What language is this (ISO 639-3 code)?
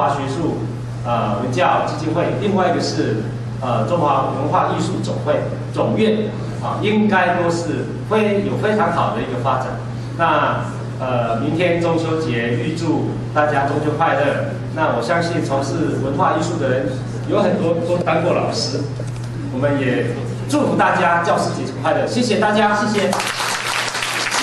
zho